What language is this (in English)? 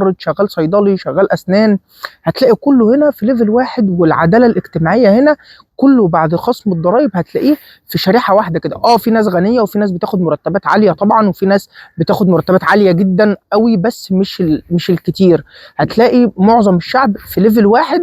Egyptian Arabic